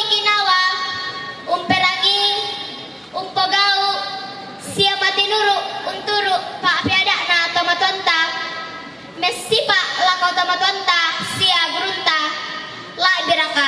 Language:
Toraja-Sa'dan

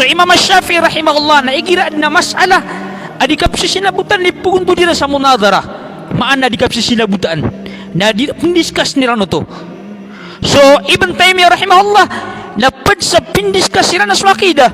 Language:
Maranao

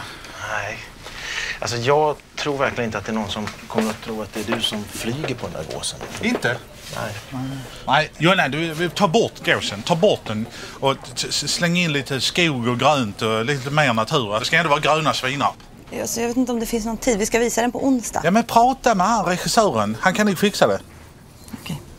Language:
Swedish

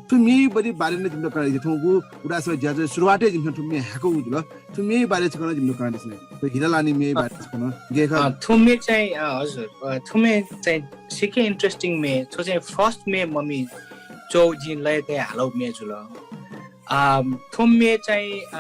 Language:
Newari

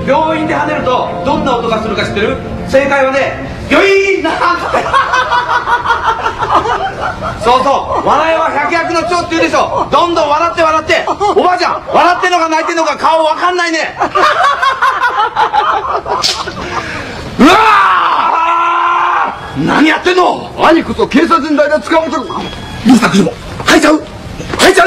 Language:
Japanese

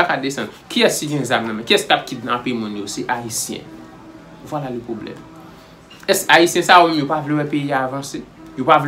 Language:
Haitian Creole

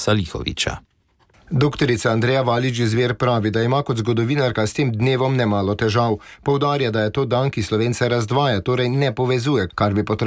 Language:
Slovenian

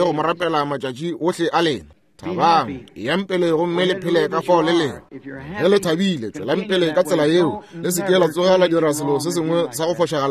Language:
Northern Sotho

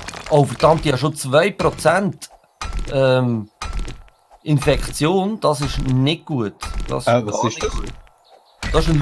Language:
Swiss German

